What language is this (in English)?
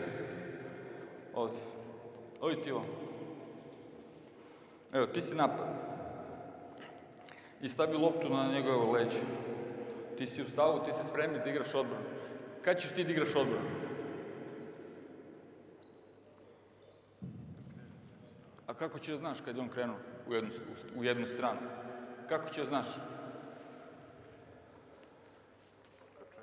Serbian